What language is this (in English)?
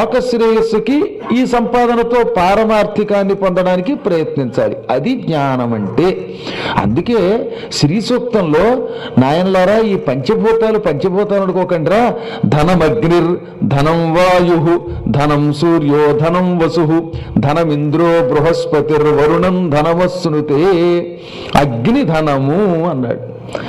Telugu